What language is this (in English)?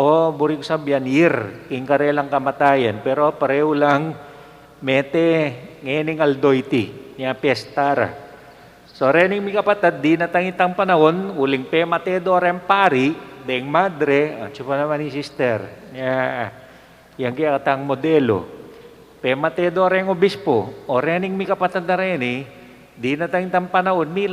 Pampanga